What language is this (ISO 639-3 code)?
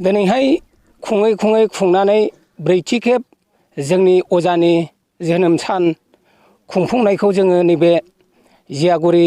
brx